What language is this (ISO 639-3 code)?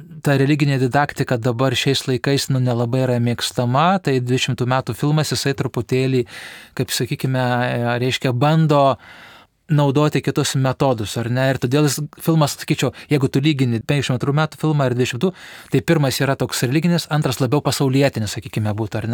lit